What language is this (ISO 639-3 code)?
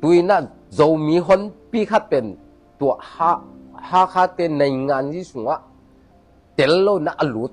ctd